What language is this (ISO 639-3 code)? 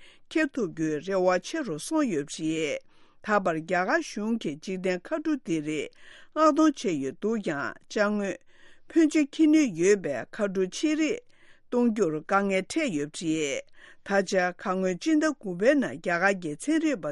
bod